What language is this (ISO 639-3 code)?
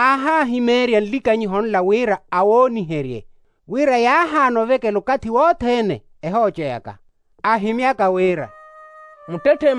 vmw